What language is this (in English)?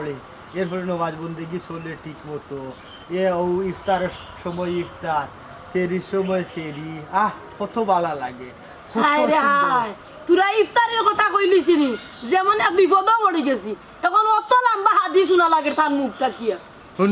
Sylheti